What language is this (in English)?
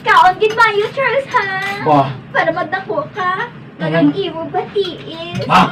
Hiligaynon